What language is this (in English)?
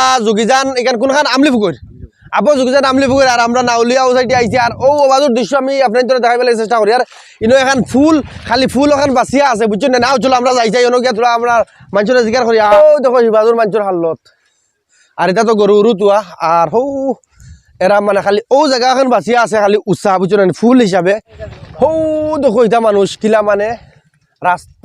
Sylheti